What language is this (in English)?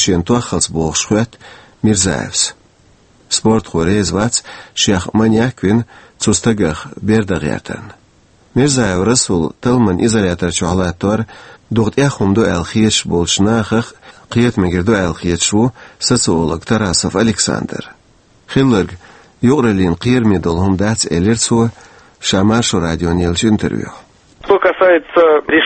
Chechen